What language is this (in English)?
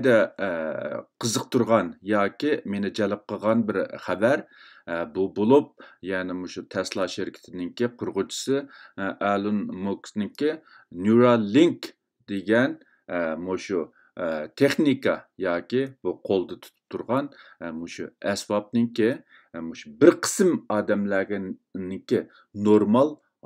Uyghur